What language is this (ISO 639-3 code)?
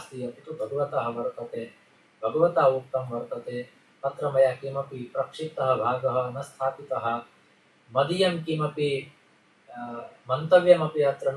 san